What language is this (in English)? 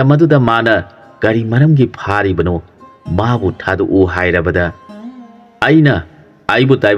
Manipuri